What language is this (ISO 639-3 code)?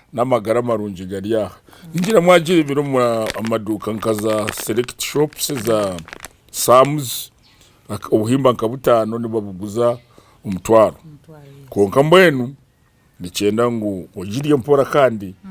nyn